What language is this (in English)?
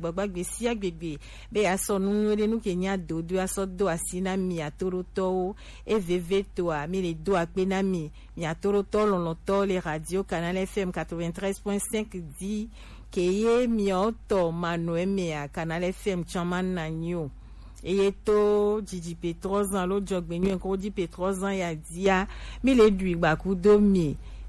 Gen